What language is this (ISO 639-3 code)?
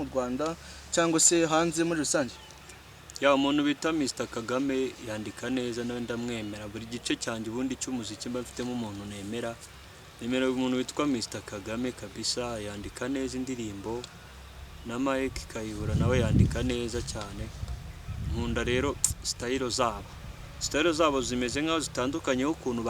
kin